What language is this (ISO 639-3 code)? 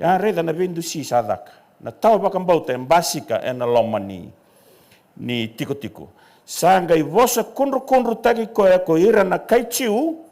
fij